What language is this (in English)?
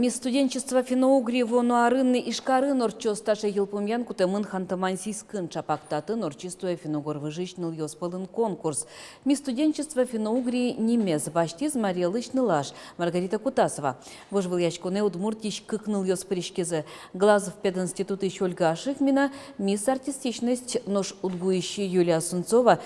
Udmurt